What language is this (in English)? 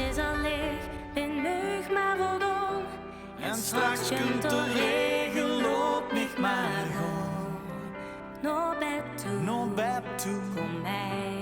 Limburgish